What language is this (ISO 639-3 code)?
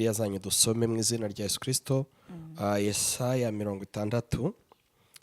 kin